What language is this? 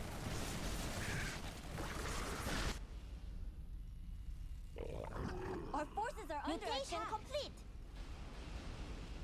English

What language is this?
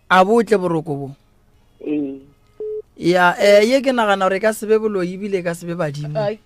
Northern Sotho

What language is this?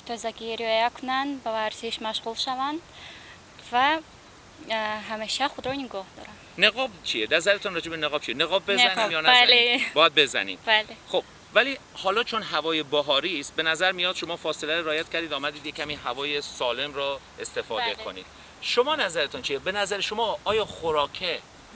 Tajik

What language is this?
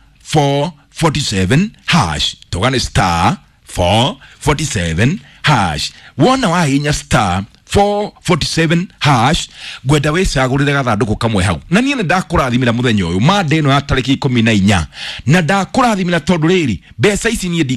Kikuyu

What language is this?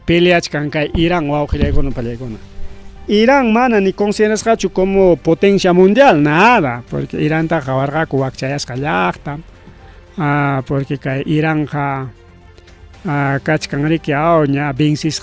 Ayacucho Quechua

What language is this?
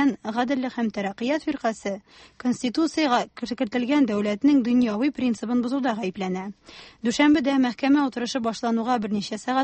Tatar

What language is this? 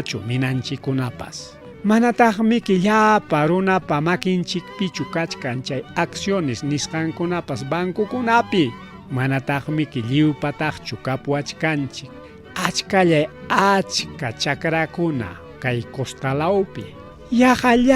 Ayacucho Quechua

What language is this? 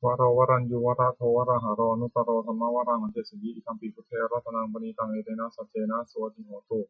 Pali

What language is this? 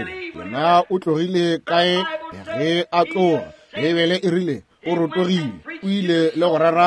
Northern Sotho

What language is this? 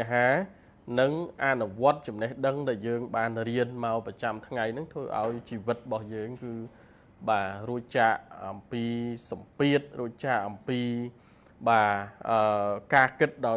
Khmer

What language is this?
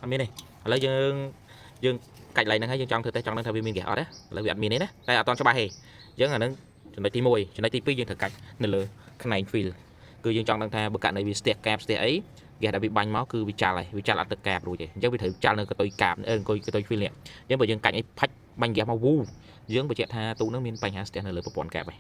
Khmer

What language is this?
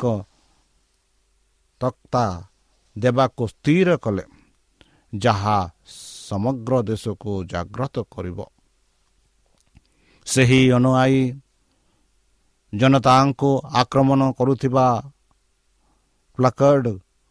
Odia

